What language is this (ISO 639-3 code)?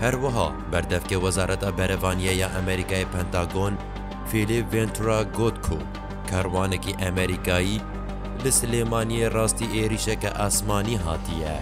kur